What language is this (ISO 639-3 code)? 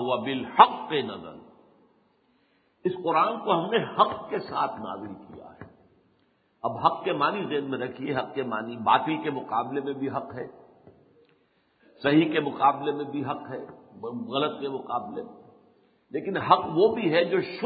urd